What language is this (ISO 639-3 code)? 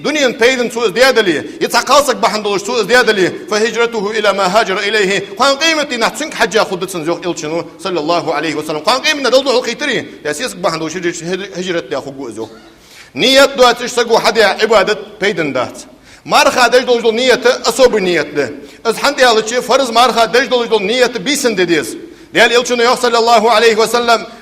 inh